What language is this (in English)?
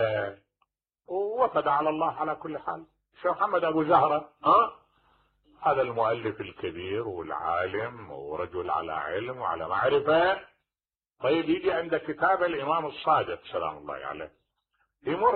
Mesopotamian Arabic